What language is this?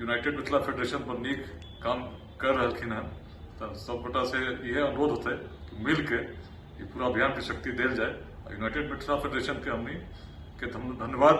Maithili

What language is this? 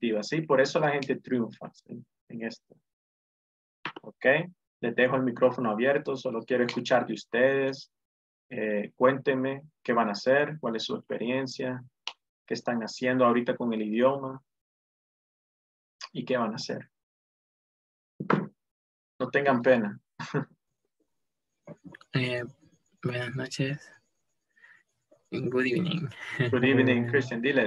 Spanish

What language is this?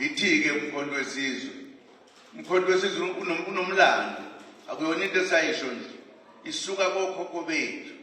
Zulu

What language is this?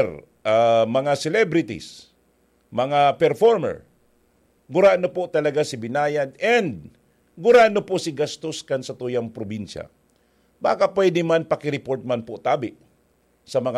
Bikol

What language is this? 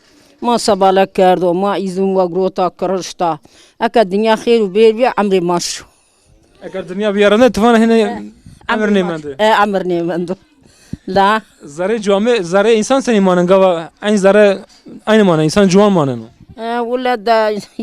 Zaza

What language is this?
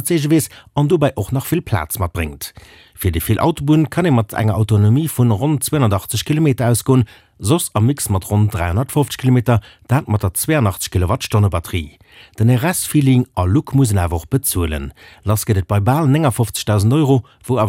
Luxembourgish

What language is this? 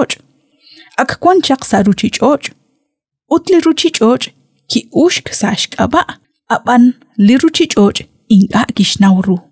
Kekchí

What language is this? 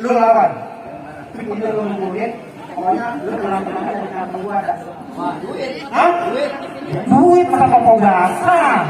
Betawi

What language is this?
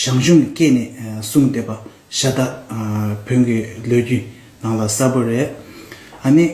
Tibetan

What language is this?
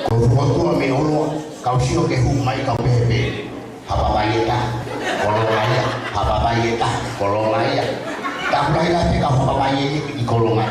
Tongan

